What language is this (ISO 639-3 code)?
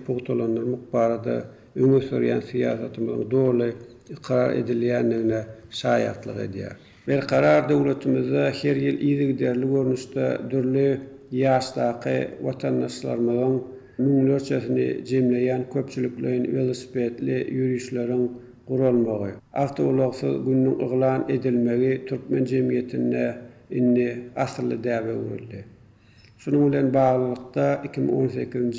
tuk